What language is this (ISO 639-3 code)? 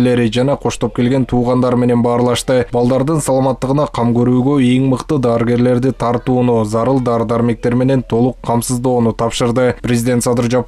kir